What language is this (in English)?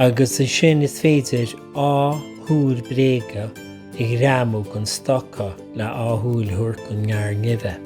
Irish